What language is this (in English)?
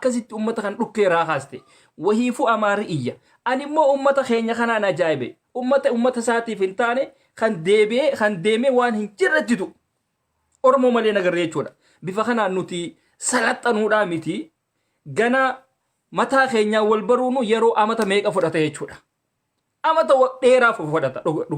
Oromo